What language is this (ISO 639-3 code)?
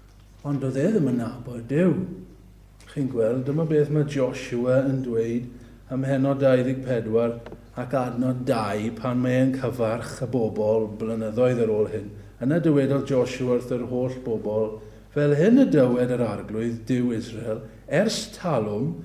cym